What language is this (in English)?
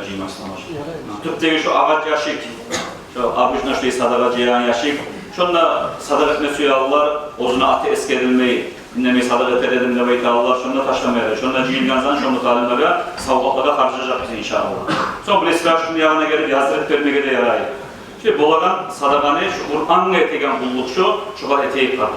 Kumyk